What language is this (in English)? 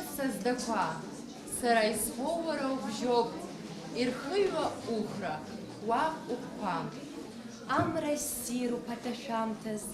Abkhazian